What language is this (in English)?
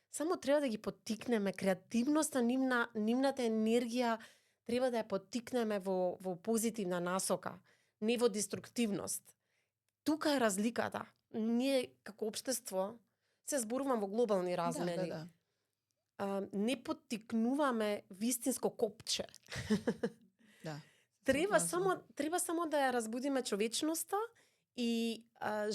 Macedonian